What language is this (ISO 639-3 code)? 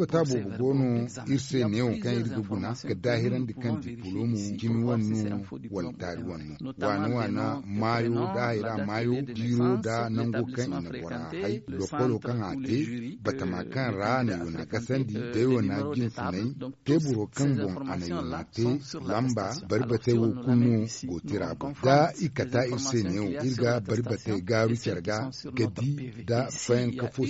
dje